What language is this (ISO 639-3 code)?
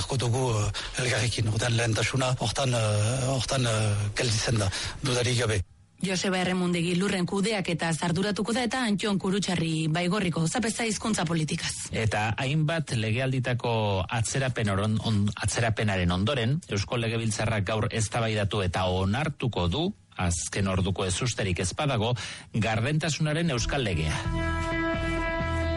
eus